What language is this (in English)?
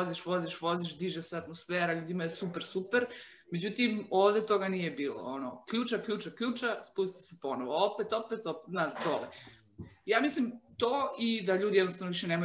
Serbian